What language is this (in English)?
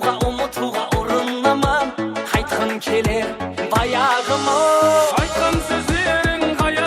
Kara-Kalpak